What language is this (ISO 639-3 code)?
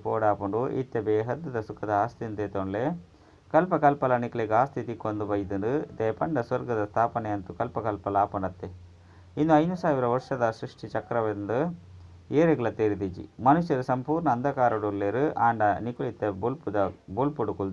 tcy